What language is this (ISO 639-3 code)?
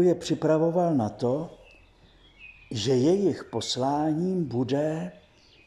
ces